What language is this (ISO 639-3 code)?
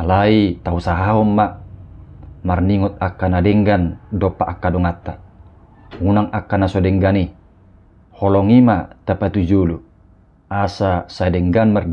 bbc